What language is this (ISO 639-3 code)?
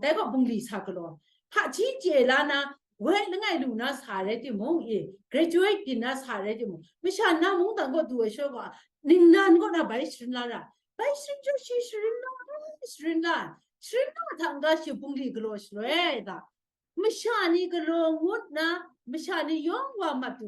kac